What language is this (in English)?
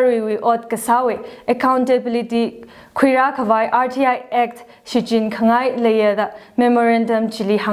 Tangkhul Naga (India)